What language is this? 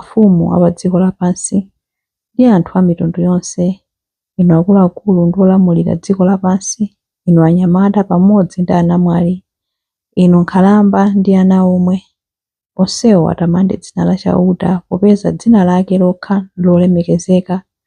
Nyanja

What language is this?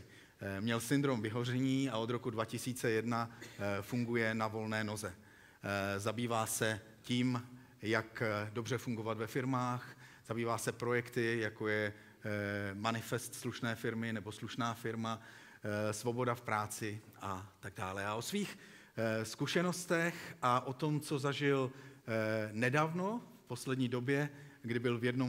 Czech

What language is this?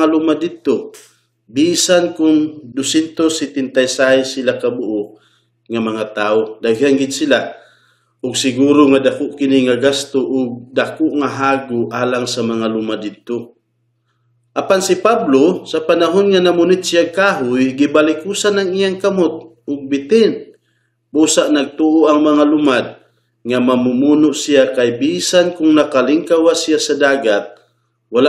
Cebuano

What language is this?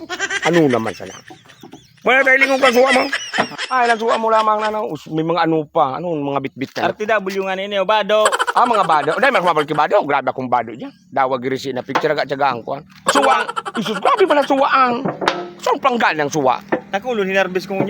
Bikol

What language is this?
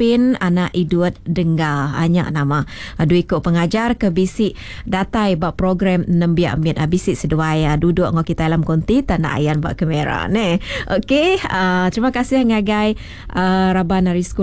Iban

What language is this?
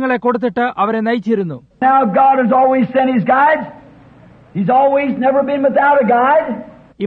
Malayalam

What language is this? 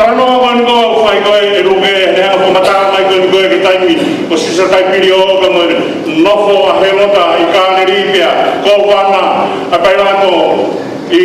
Tongan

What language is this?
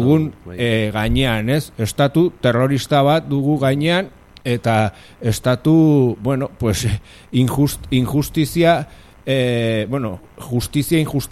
Basque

